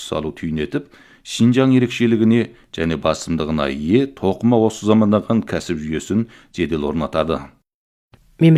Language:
Kazakh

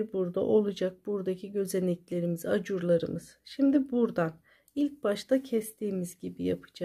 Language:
Turkish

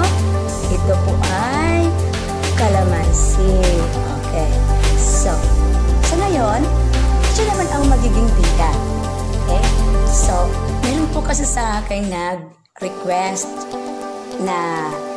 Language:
Filipino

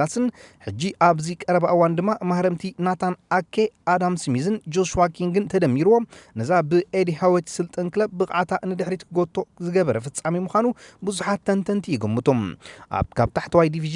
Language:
Tigrinya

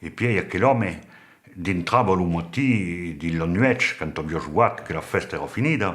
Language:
Occitan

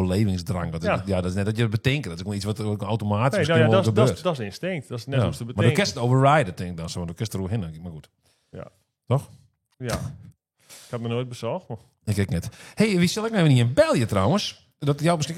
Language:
Western Frisian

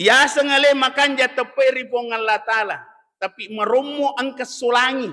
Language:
Buginese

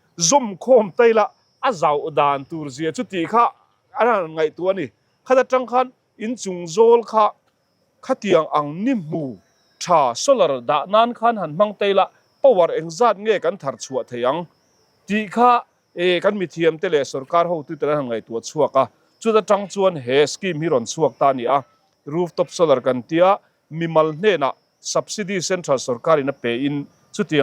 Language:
Mizo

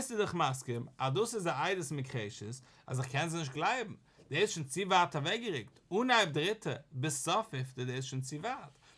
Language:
Yiddish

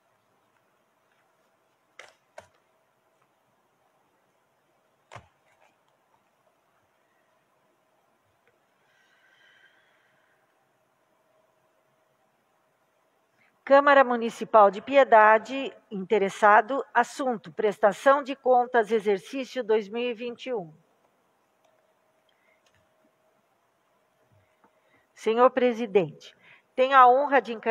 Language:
Portuguese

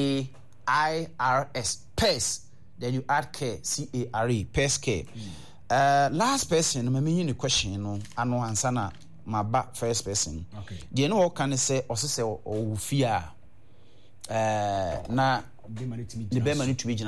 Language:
Akan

